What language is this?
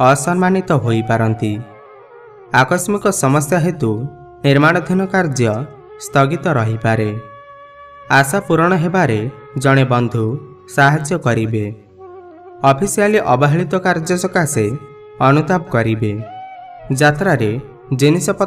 Odia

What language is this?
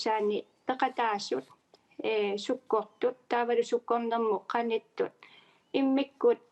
Kalaallisut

